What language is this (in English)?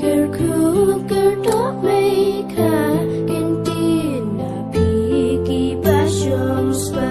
Khasi